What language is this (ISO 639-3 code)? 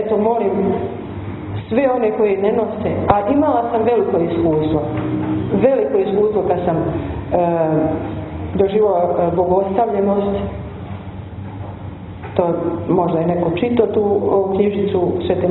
hrv